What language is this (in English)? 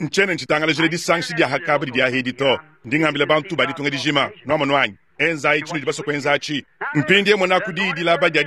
Luba-Lulua